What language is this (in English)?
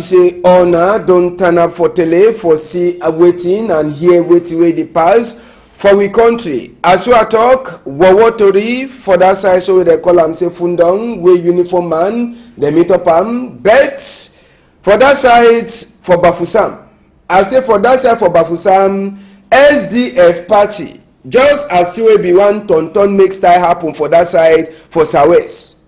Cameroon Pidgin